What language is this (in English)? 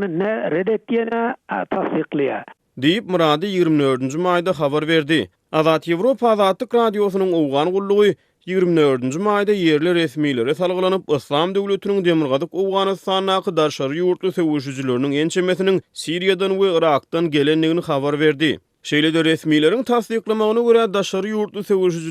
Turkmen